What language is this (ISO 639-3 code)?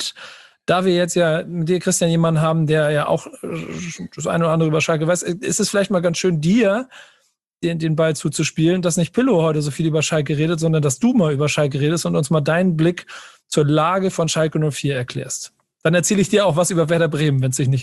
deu